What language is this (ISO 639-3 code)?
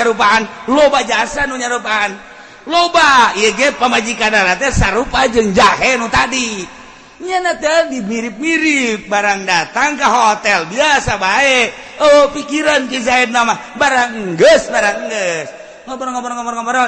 sun